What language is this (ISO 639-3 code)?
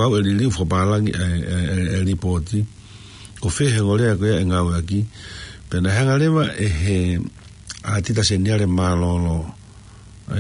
ton